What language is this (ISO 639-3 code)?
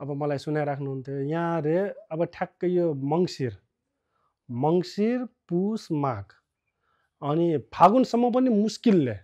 nep